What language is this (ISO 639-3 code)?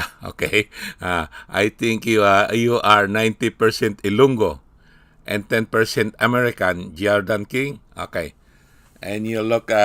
hil